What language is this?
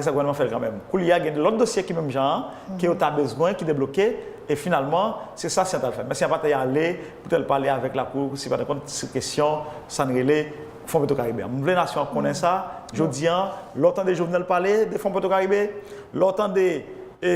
Haitian Creole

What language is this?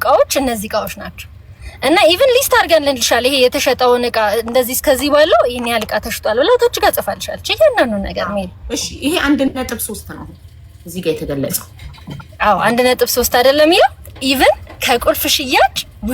Amharic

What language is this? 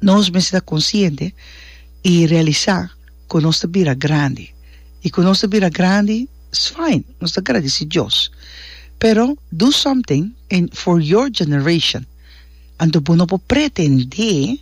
Papiamento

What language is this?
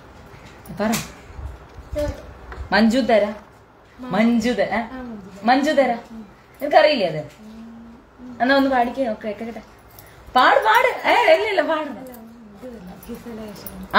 Malayalam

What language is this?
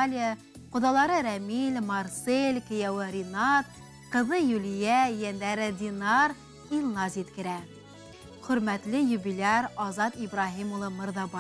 Bashkir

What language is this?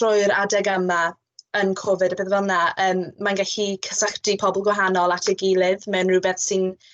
Welsh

